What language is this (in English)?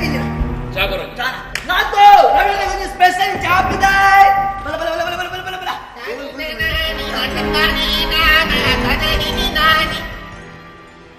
Kannada